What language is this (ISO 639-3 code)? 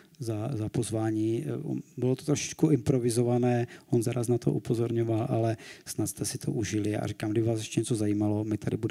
ces